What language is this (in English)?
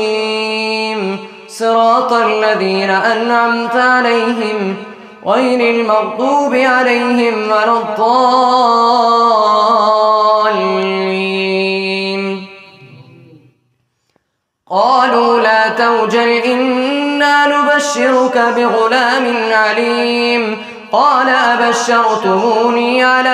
Arabic